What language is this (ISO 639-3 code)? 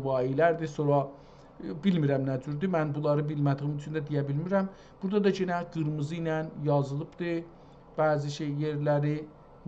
azb